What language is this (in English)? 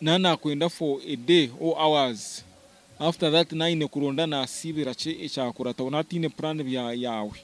Nyankole